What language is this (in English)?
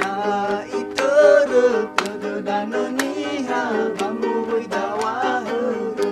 Nias